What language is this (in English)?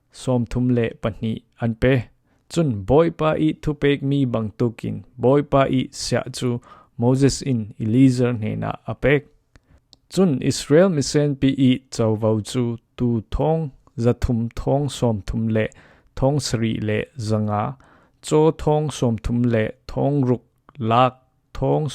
Falam Chin